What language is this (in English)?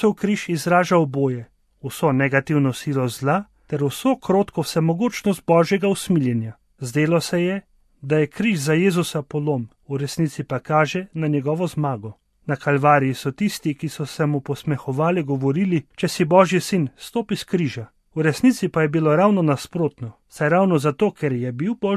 Slovenian